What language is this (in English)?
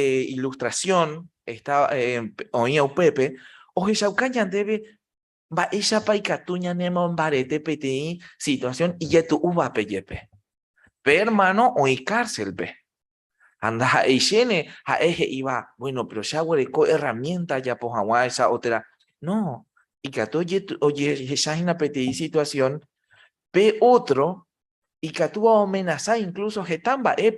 Guarani